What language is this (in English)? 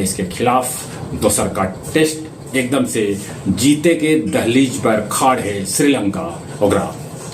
Magahi